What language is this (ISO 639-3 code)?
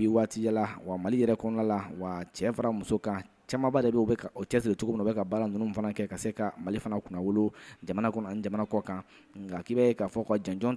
bam